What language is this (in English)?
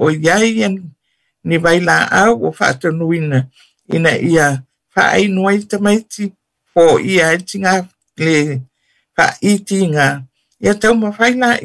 Samoan